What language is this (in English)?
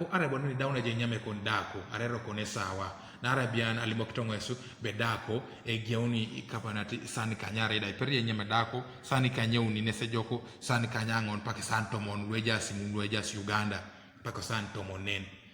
Teso